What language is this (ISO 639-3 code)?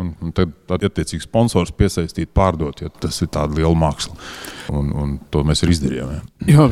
lav